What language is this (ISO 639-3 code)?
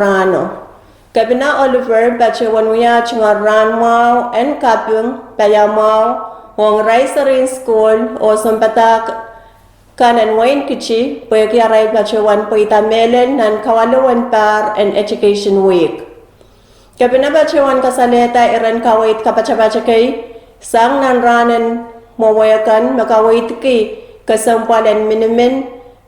pon